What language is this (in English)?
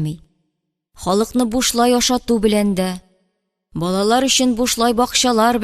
Tatar